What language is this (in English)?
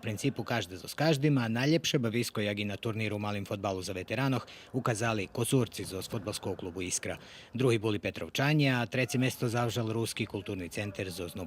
Rusyn